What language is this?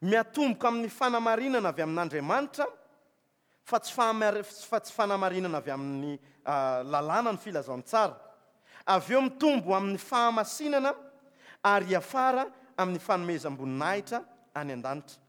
Malagasy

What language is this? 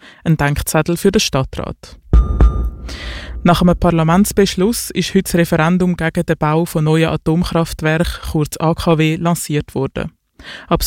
German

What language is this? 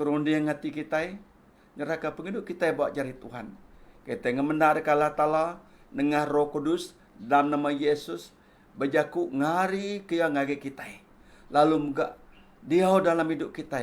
Iban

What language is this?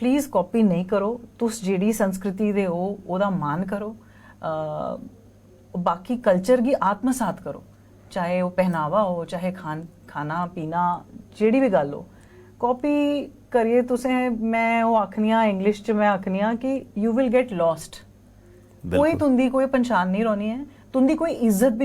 Dogri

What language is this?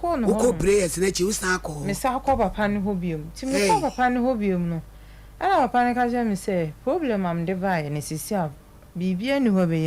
Akan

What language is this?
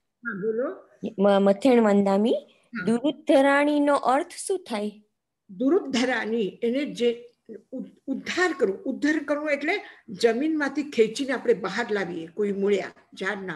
Gujarati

